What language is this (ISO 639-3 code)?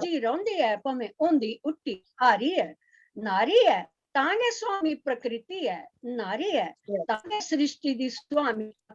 doi